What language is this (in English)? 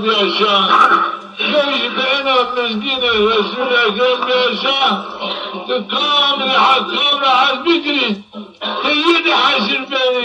Zaza